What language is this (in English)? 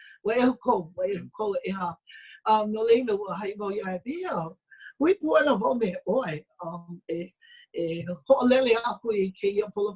Hawaiian